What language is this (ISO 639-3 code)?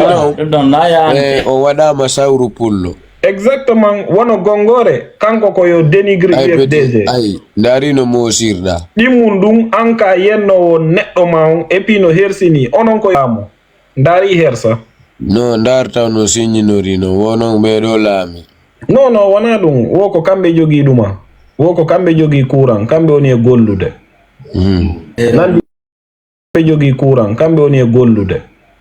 ful